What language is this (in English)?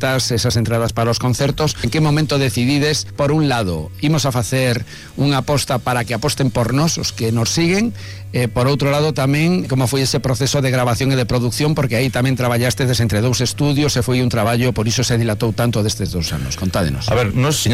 Galician